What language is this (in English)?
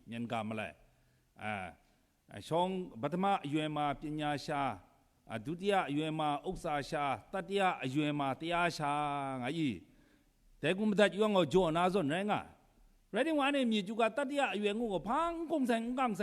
Kachin